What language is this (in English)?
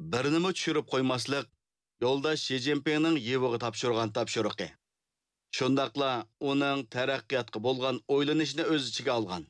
Uyghur